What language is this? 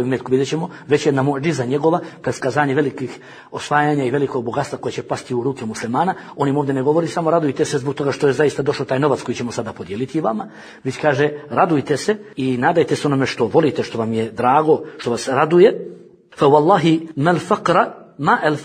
Bosnian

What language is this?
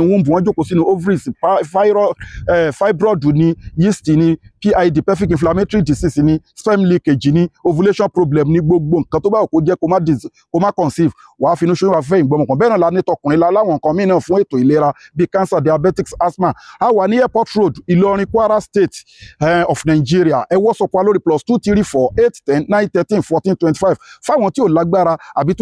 Yoruba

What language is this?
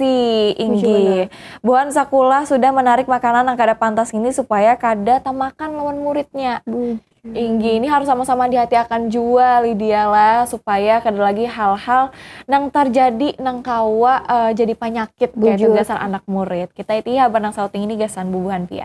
Banjar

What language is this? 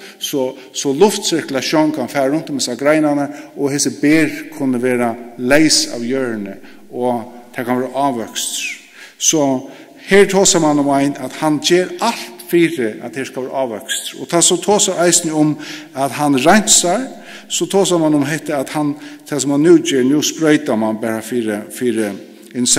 Faroese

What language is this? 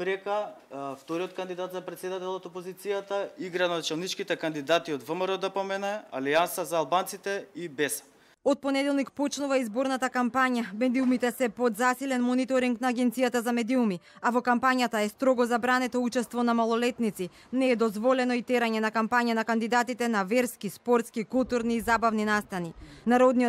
Macedonian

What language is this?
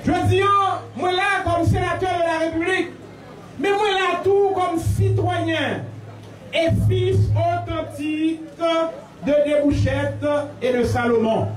Haitian Creole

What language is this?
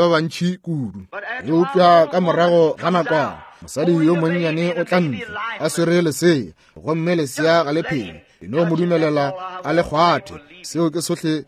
Northern Sotho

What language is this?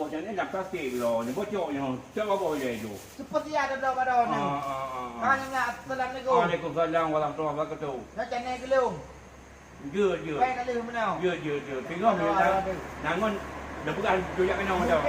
Achinese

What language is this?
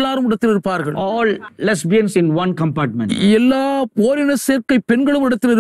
Tamil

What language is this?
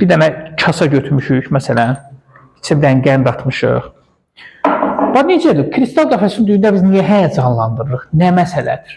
Azerbaijani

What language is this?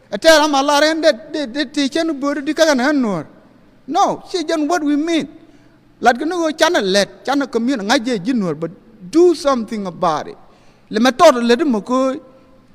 Nuer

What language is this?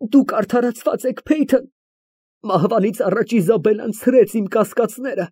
Armenian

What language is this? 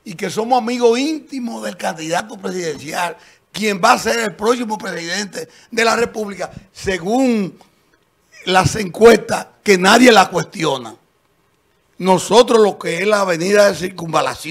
Spanish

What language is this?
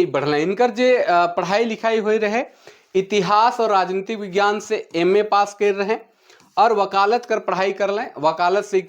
Sadri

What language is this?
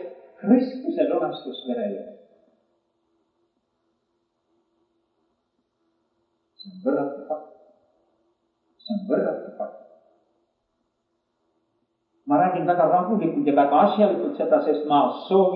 Estonian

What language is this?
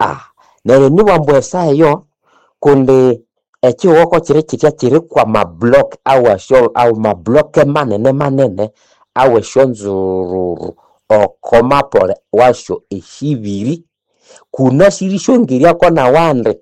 Nande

